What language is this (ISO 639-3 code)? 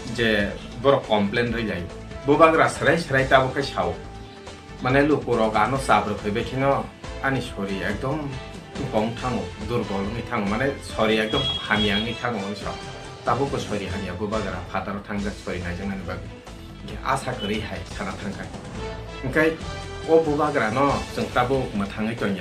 ria